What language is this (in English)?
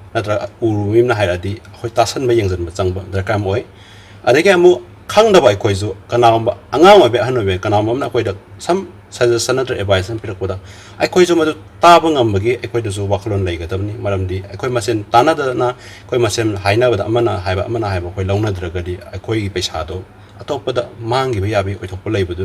Manipuri